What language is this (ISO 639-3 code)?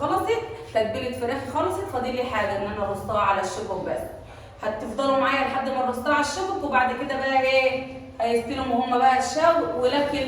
arz